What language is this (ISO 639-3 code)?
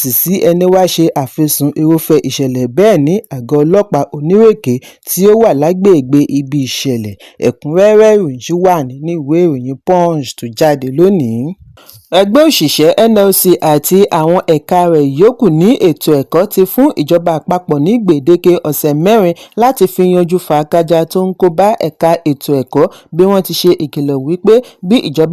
yor